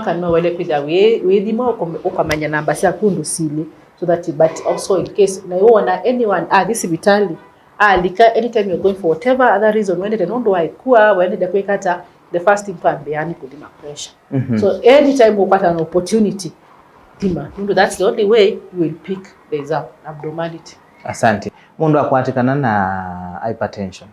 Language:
Kamba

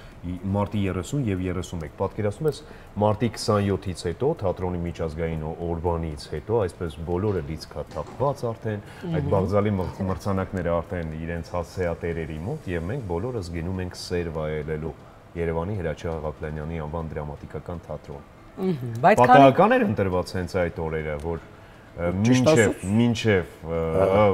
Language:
Armenian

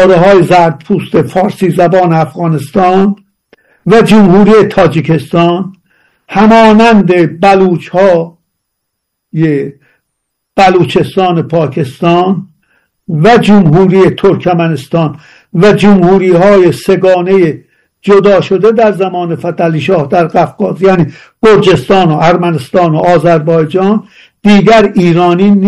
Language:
Persian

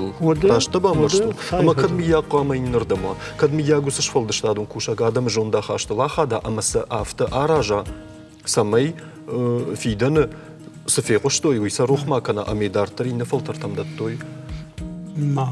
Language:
Ossetic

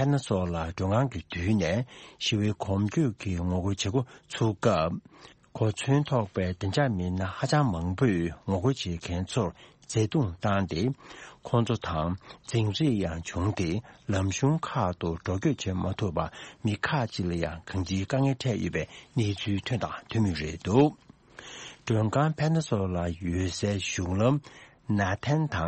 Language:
Tibetan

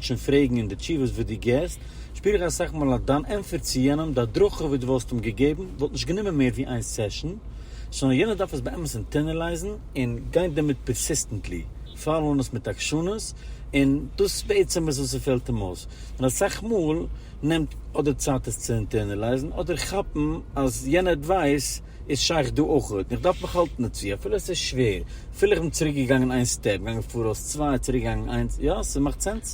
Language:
Yiddish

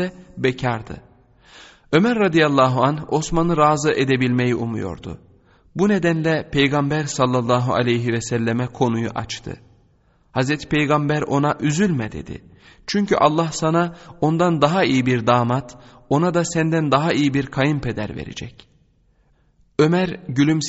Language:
Turkish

